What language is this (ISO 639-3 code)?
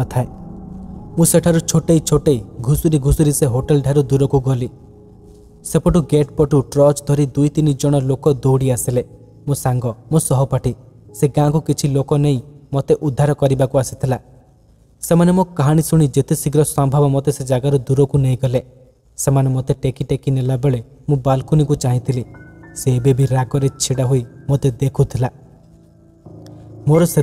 ori